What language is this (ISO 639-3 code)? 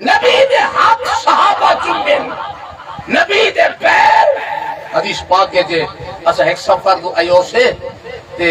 skr